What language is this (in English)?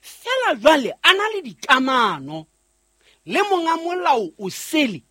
Southern Sotho